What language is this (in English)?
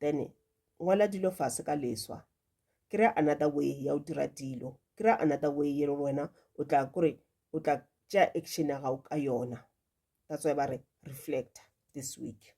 Northern Sotho